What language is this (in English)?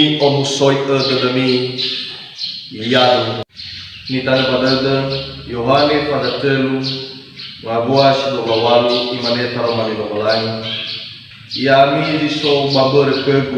Nias